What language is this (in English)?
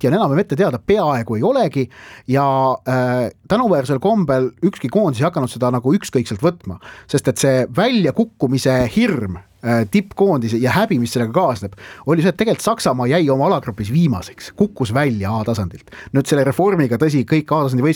Estonian